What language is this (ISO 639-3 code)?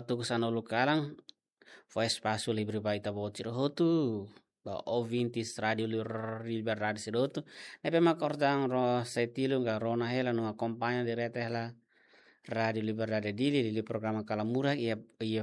tet